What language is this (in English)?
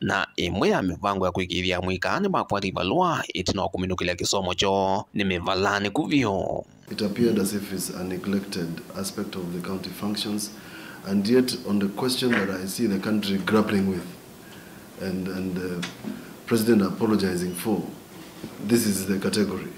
Kamba